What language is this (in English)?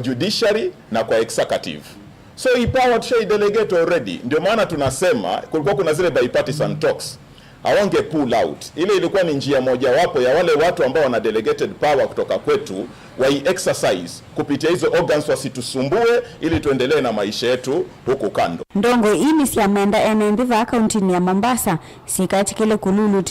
Kamba